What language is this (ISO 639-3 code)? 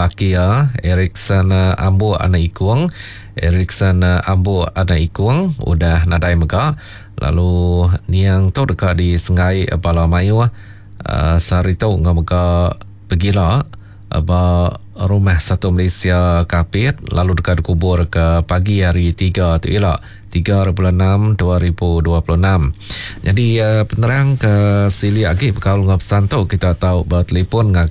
iba